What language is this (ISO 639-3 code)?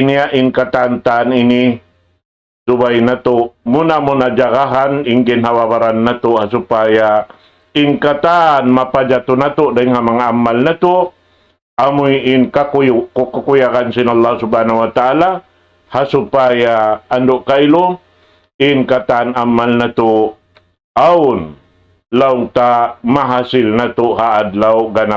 tsg